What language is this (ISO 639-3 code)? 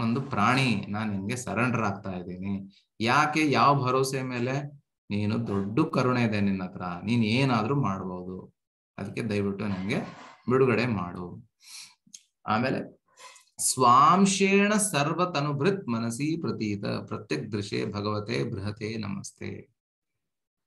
kan